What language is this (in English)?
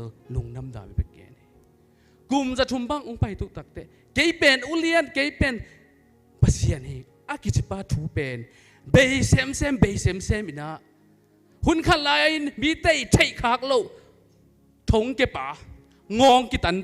Tedim Chin